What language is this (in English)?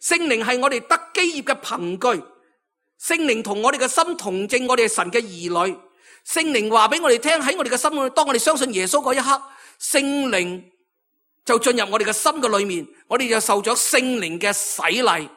Cantonese